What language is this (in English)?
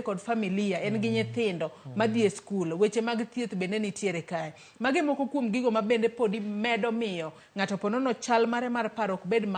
Luo (Kenya and Tanzania)